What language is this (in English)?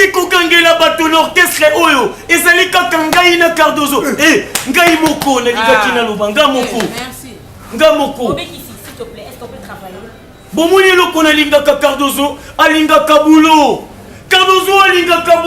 Lingala